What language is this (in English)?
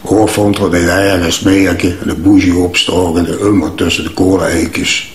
Limburgish